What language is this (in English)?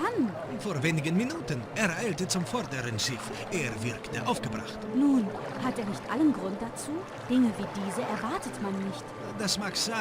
Bavarian